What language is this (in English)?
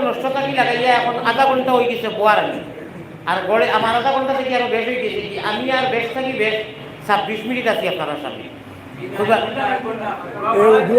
Sylheti